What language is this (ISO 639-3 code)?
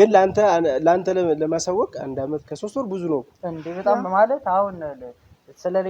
amh